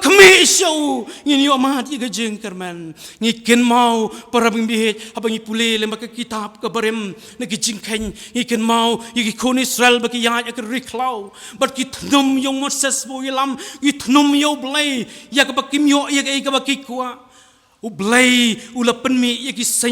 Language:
Khasi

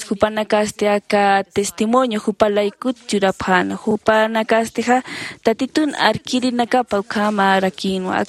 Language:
Aymara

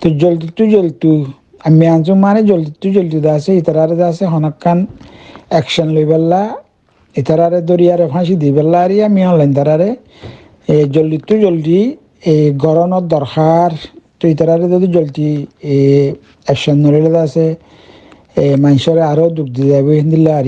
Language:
Rohingya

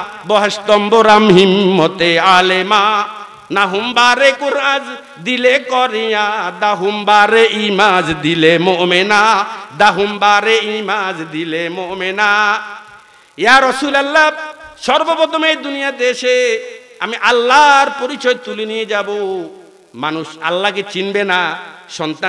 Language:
Bangla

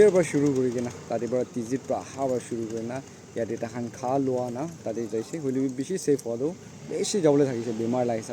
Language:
Naga Pidgin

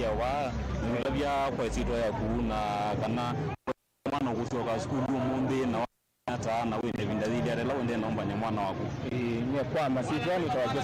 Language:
Kamba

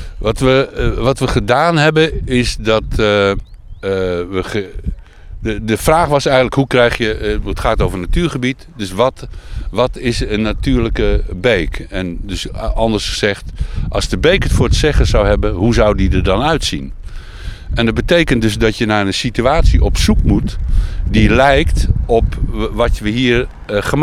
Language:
Dutch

